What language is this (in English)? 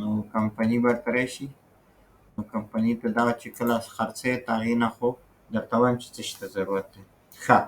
Pashto